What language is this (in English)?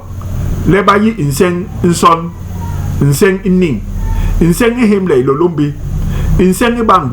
Basaa